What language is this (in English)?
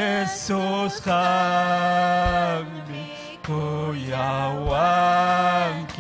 Ayacucho Quechua